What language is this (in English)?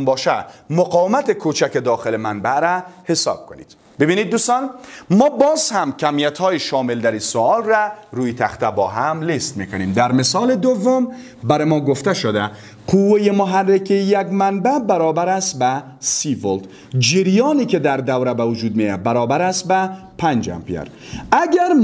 Persian